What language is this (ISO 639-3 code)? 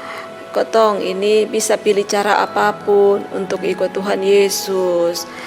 mkn